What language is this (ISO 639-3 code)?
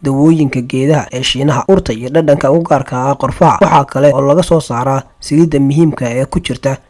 som